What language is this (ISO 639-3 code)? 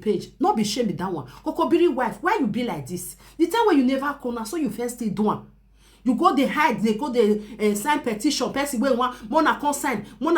pcm